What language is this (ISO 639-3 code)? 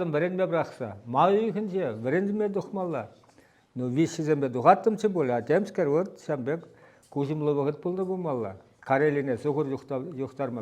chv